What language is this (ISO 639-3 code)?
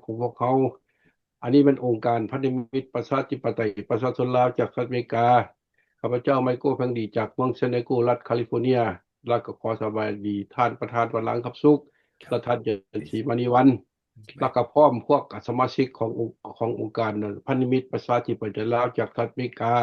lao